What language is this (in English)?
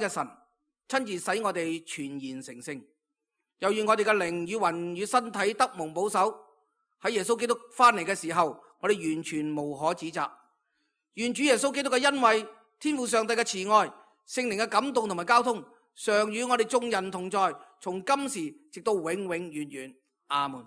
Cantonese